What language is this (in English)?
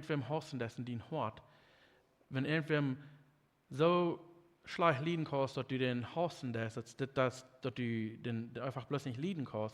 Plautdietsch